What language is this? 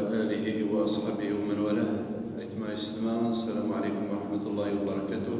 Kabyle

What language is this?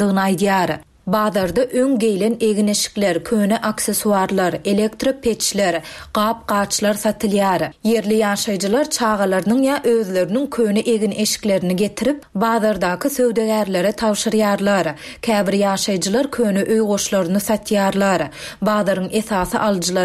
Turkmen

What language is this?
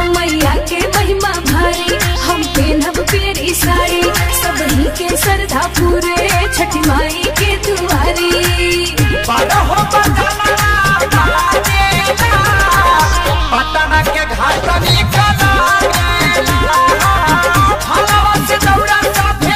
Bhojpuri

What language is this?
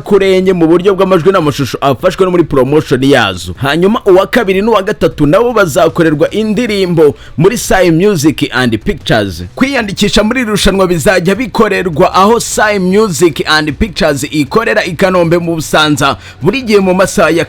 Kinyarwanda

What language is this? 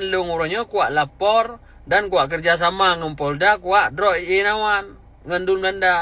Achinese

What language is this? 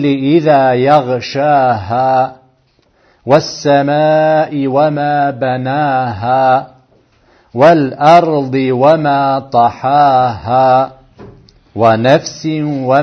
Bosnian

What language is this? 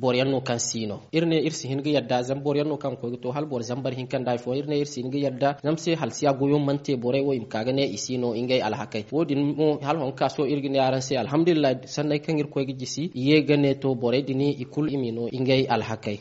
Zarma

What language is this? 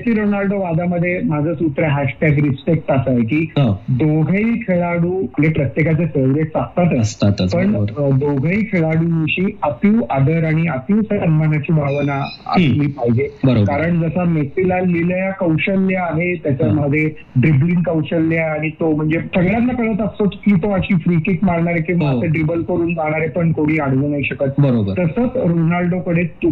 Marathi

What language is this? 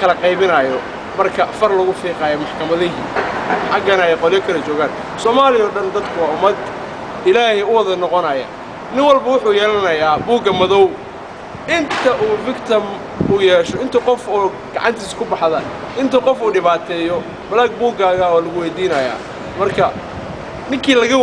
Somali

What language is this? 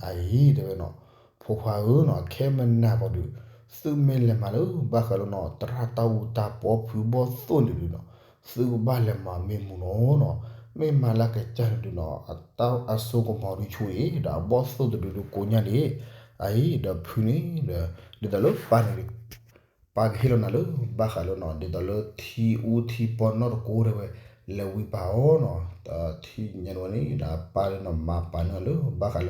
S'gaw Karen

